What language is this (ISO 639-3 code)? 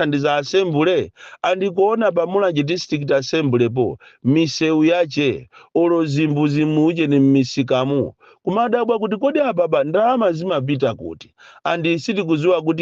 nya